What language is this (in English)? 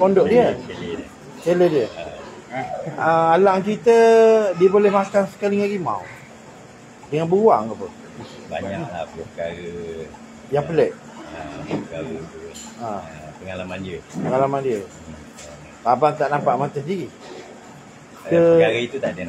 Malay